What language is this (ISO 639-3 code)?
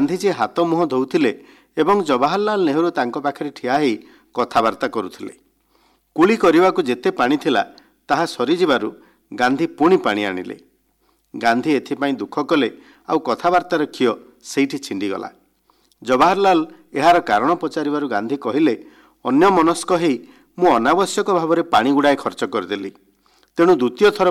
ori